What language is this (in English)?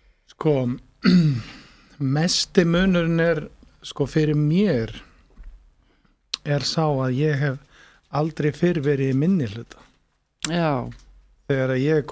Icelandic